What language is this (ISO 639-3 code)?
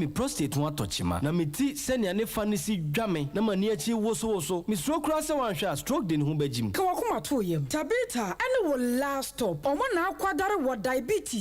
aka